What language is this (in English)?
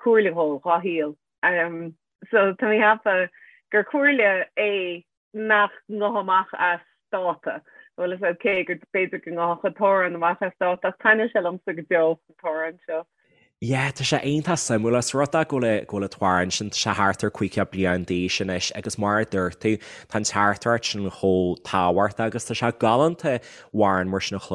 Irish